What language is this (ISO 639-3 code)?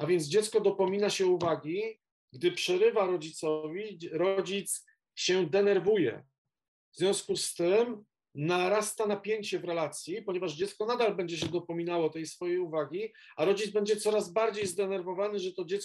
pol